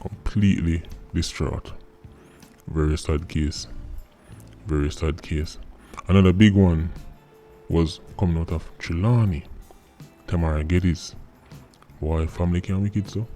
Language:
Jamaican Creole English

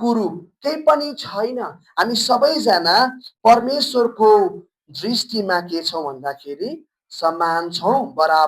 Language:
Nepali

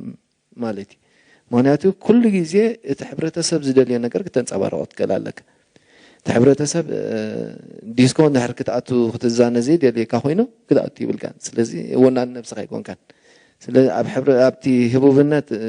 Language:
Tigrinya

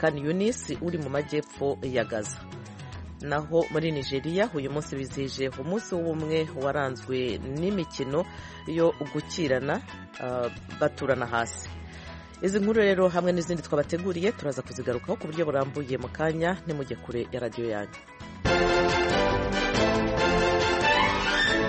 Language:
Kinyarwanda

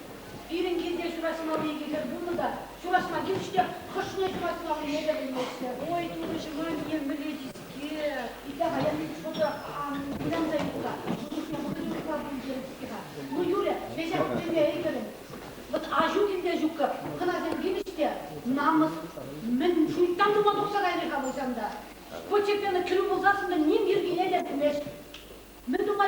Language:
Chuvash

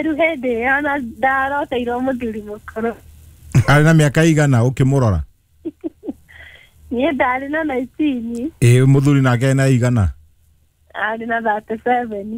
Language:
Kikuyu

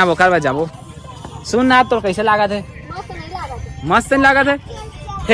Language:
Chhattisgarhi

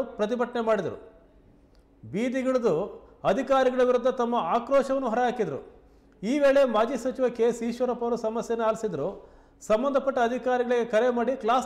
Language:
Kannada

